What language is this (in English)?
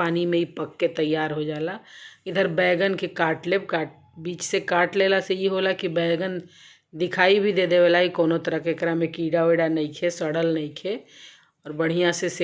Bhojpuri